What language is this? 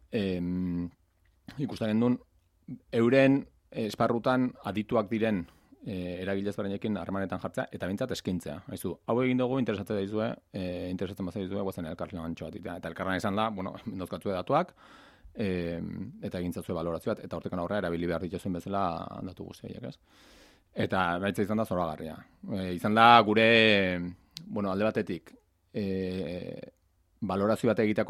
Basque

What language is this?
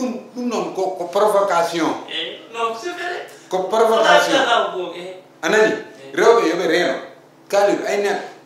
Fula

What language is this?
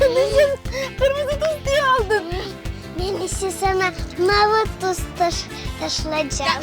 Crimean Tatar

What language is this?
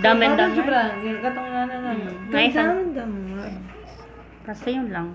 Cebuano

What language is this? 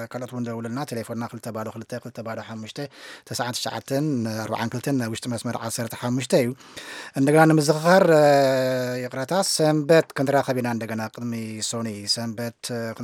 Tigrinya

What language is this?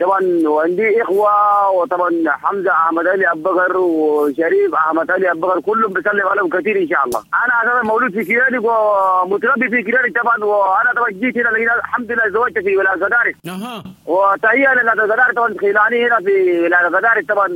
Sudanese Arabic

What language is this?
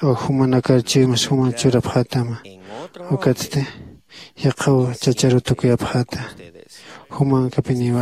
Aymara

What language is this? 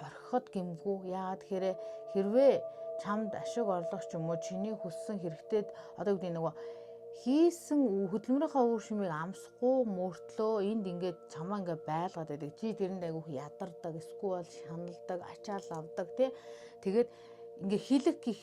Mongolian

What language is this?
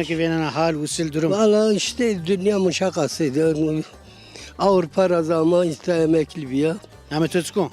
Zaza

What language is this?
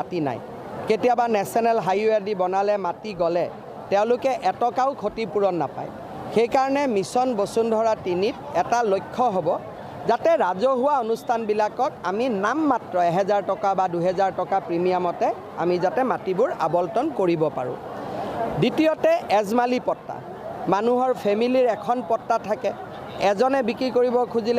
Assamese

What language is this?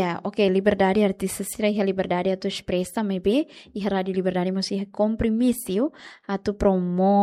Tetum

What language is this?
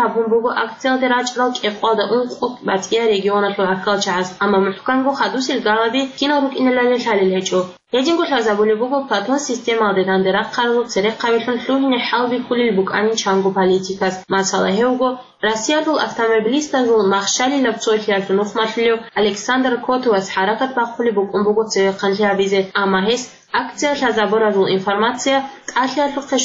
Avaric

